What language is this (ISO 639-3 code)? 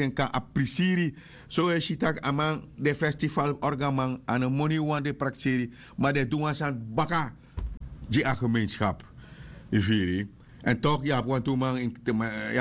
srn